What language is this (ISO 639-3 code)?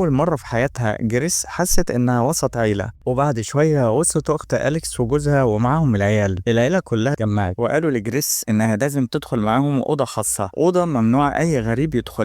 arz